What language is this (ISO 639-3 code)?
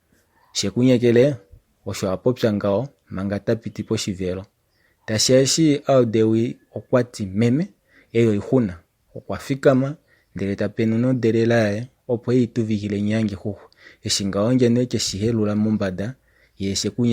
kua